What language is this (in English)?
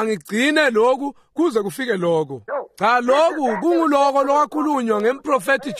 Swati